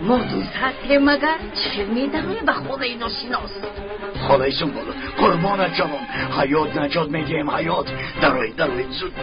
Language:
Tajik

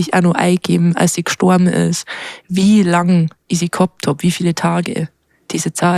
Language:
Bavarian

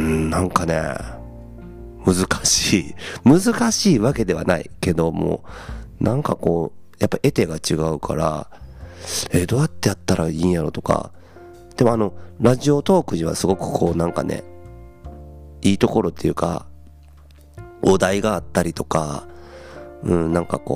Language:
Japanese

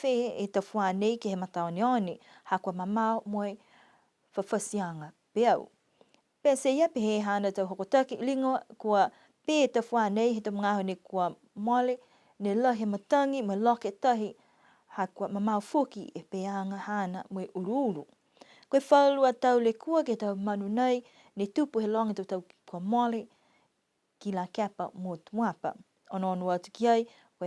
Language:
Niuean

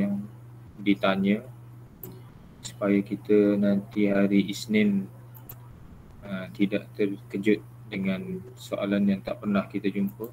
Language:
Malay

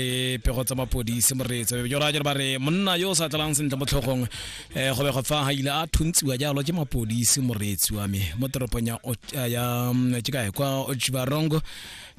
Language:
Tswana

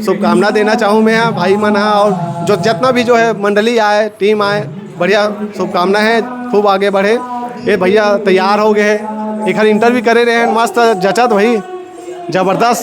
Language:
Chhattisgarhi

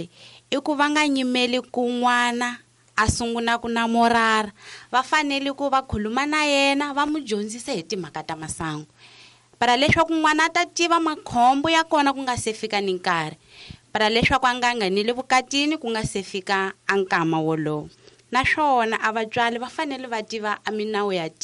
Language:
Tsonga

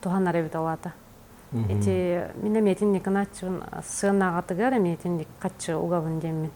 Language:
Yakut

